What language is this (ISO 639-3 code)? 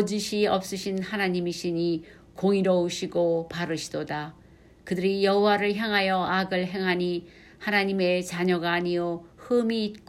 kor